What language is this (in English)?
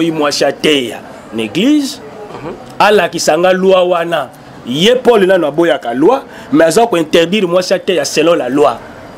Lingala